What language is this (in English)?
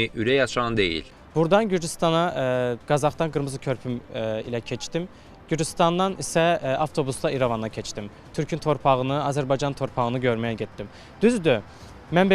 Azerbaijani